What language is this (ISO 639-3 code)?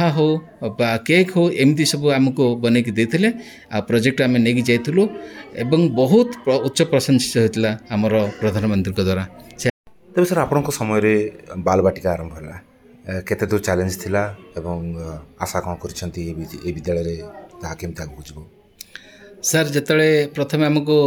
ori